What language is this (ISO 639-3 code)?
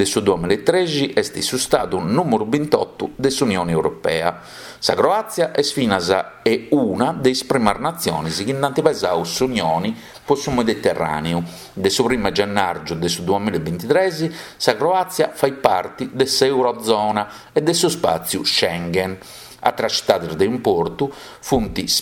srd